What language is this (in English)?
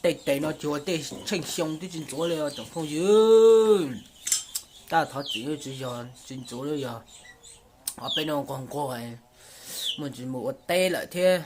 Hmong